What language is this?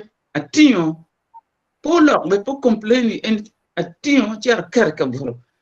Acoli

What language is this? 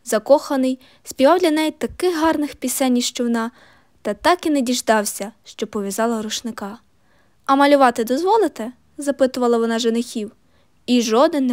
Ukrainian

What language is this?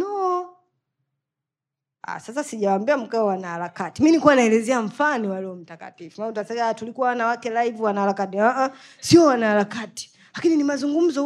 Swahili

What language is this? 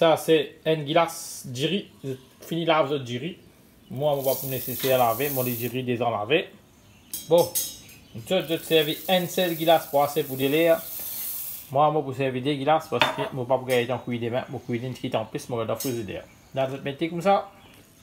Morisyen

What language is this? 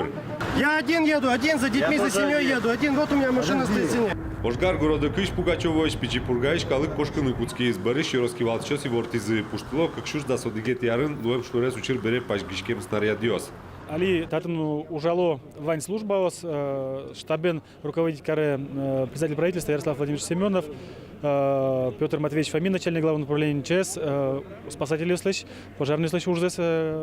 Udmurt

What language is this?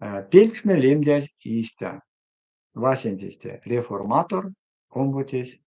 Erzya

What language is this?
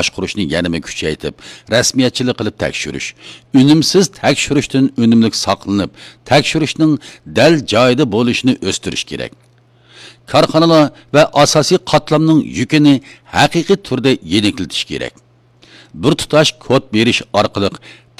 Uyghur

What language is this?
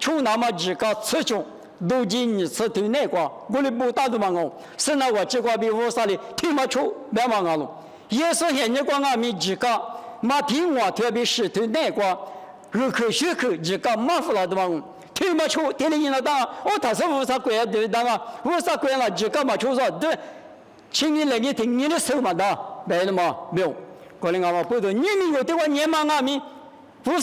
Lisu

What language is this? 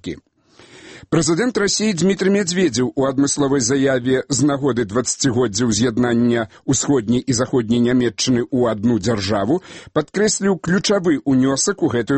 Belarusian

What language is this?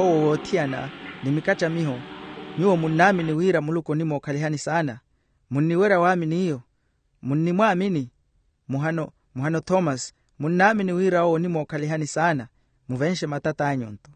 Makhuwa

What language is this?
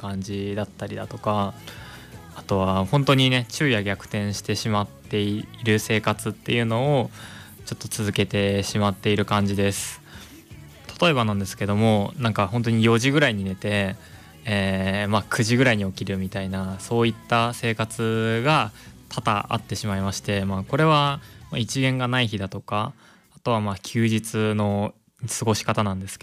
Japanese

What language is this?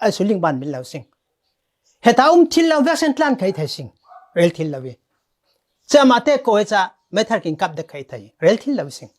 Falam Chin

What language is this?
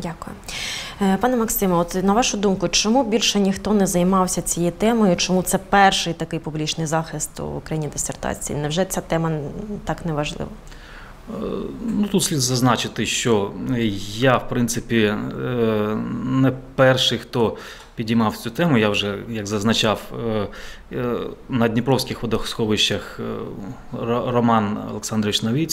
Ukrainian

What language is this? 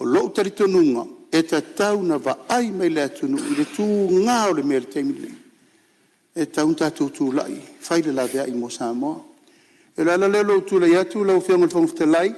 Samoan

